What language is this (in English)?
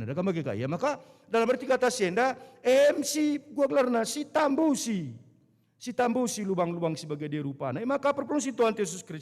Batak Karo